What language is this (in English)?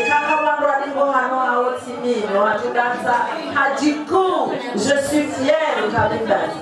Swahili